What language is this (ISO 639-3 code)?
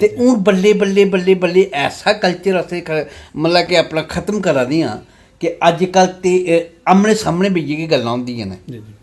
doi